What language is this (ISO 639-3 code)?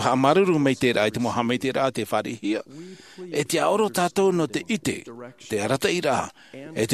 tah